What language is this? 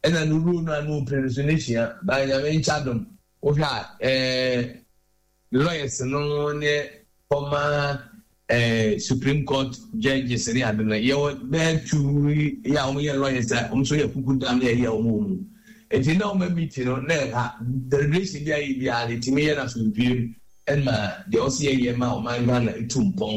Akan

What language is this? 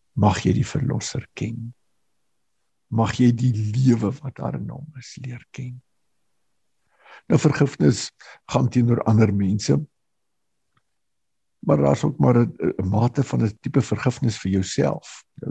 Afrikaans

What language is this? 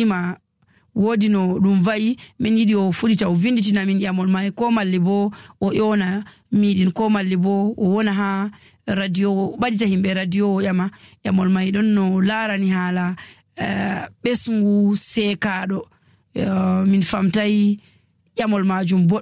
Nigerian Fulfulde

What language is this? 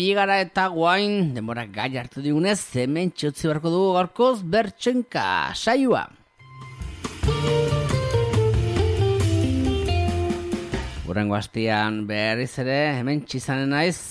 Basque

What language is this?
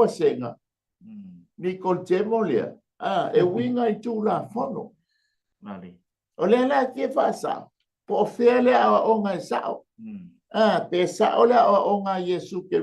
Samoan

